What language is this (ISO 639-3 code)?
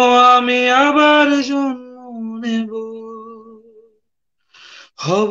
ben